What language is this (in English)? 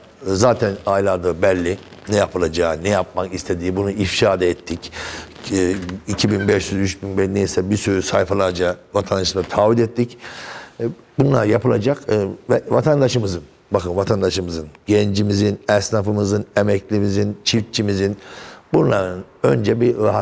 Turkish